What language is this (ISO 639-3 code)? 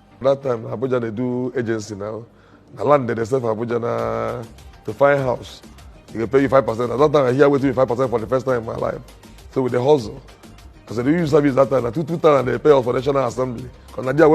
pcm